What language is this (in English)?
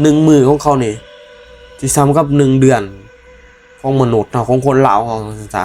Northeastern Thai